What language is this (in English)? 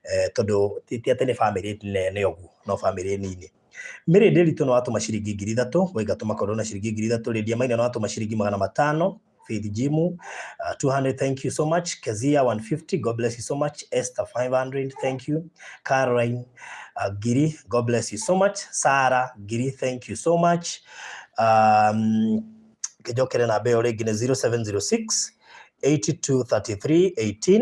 Kikuyu